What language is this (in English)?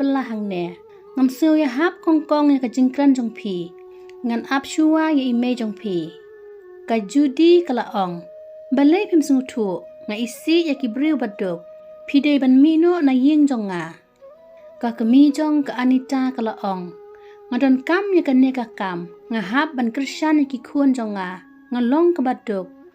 Khasi